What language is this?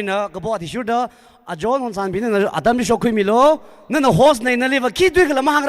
Tangkhul Naga (India)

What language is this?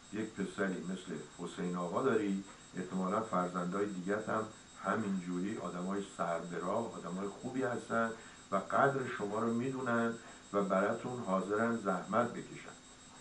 Persian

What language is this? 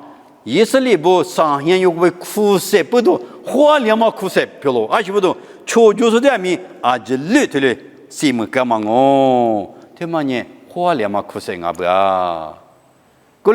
Lisu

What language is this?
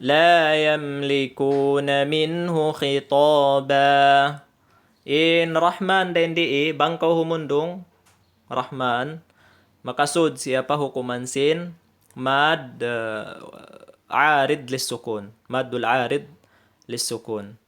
Tausug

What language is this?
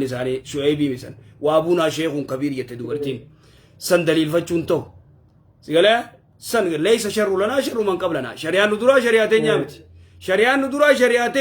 Oromo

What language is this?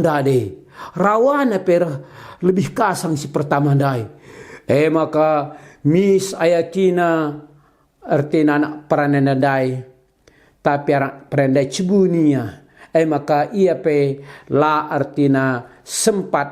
Batak Karo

